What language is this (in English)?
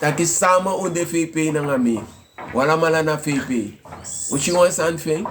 Sranan Tongo